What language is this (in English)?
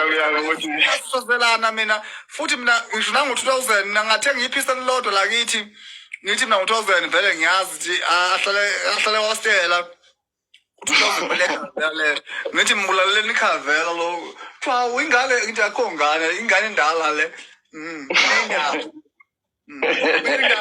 Zulu